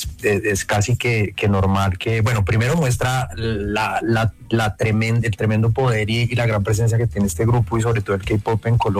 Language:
Spanish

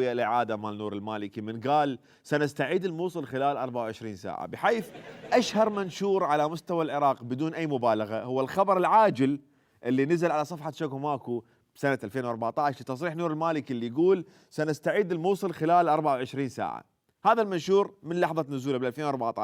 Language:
Mesopotamian Arabic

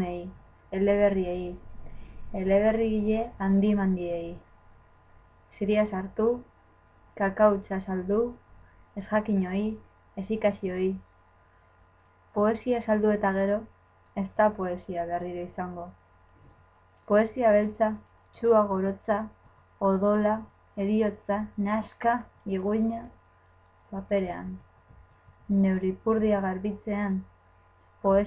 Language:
Basque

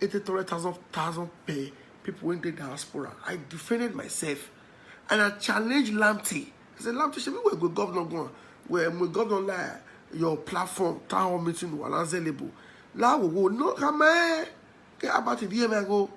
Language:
Nigerian Pidgin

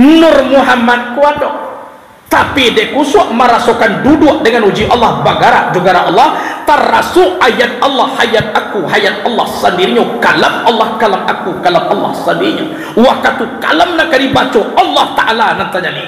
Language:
Minangkabau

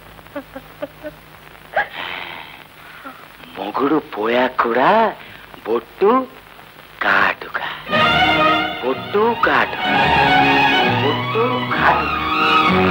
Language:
Telugu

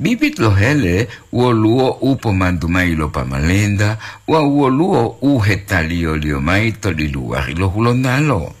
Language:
Gorontalo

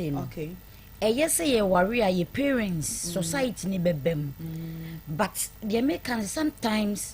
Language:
Akan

